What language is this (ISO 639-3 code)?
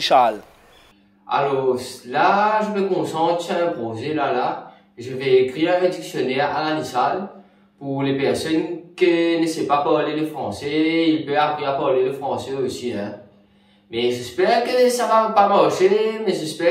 mfe